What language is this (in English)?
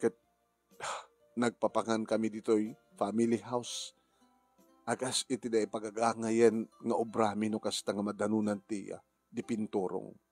Iloko